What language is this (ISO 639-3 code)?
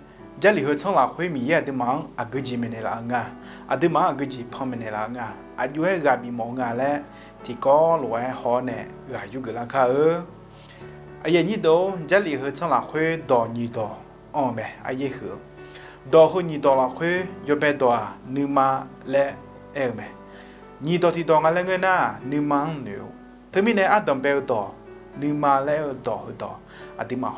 ahk